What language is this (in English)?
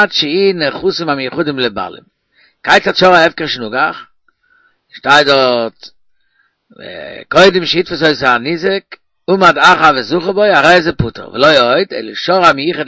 Yiddish